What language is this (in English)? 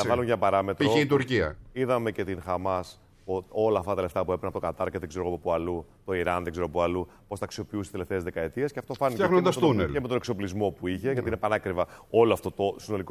Greek